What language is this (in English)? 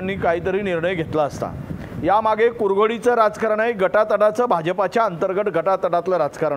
Marathi